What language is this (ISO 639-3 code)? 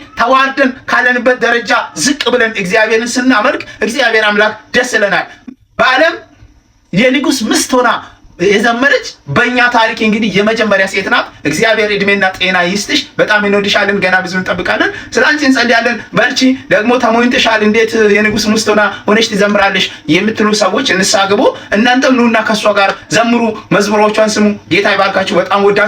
amh